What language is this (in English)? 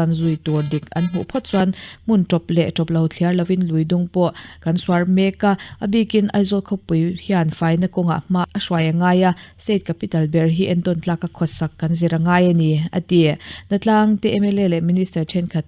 Mizo